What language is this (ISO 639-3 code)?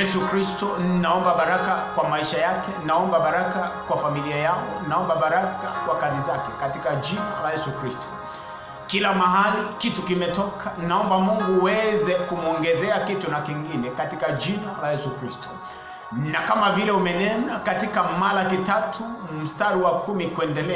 swa